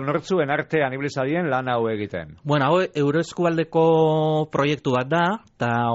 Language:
Basque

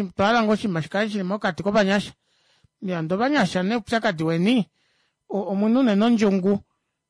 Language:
Kuanyama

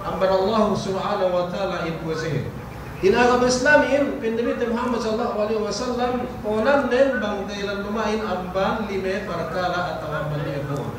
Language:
Yakan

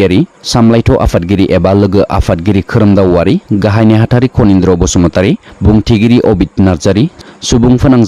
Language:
Bodo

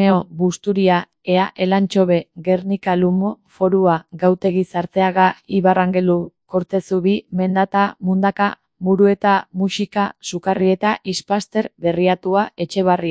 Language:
Basque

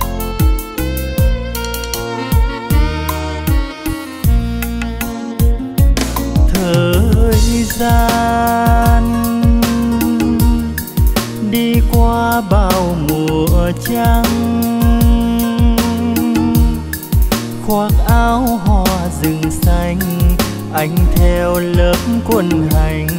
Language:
Vietnamese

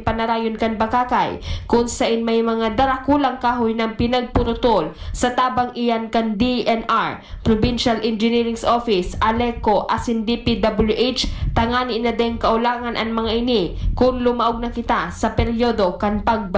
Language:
Bikol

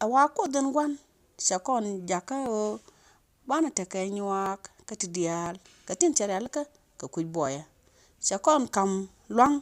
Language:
Nuer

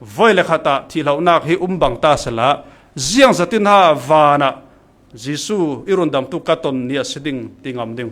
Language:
Falam Chin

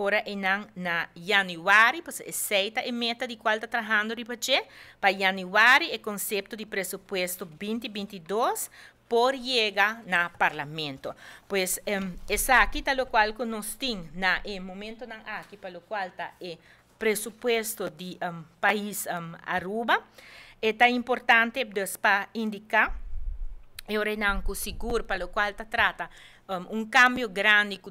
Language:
Papiamento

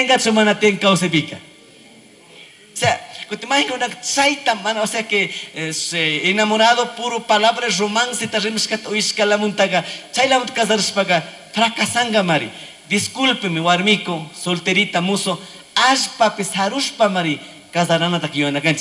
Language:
Chimborazo Highland Quichua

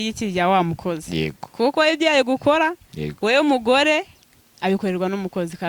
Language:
Kinyarwanda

